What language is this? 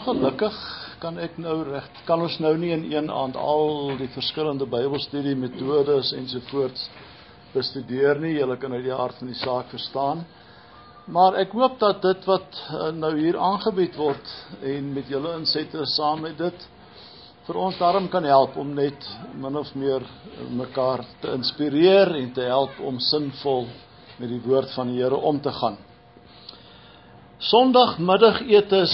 Afrikaans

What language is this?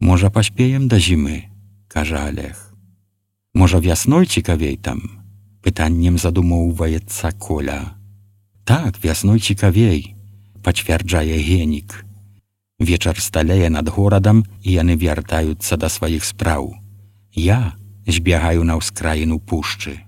Belarusian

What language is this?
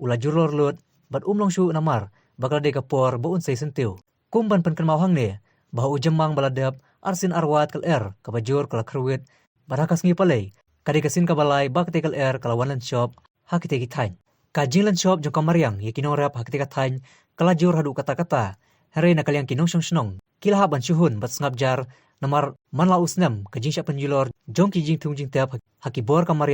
Khasi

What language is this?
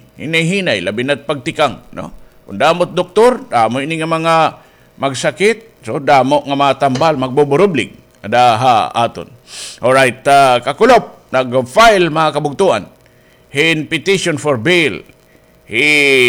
Waray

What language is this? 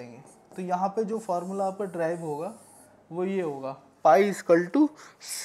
Hindi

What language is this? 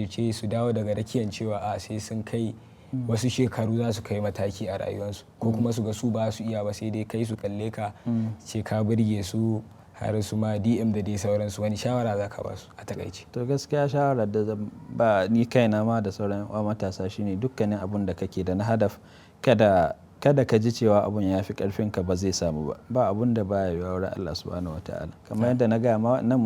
Hausa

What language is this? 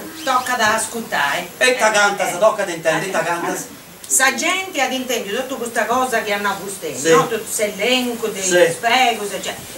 Sardinian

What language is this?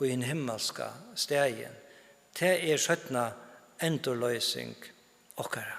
Faroese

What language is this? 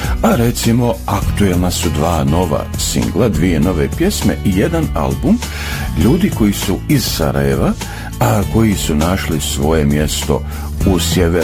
Bosnian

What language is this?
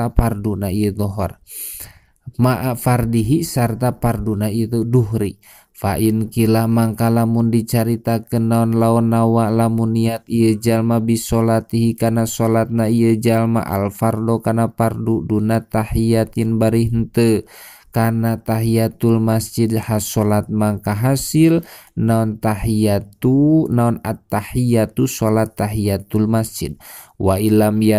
Sundanese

